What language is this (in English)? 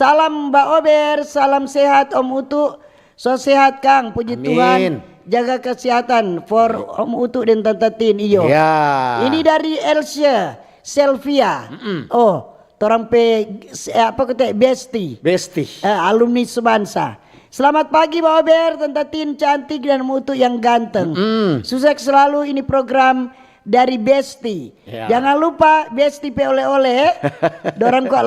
Manado Malay